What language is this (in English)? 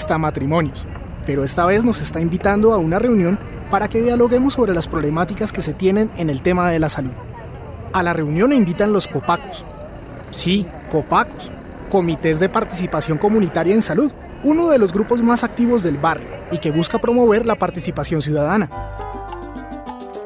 Spanish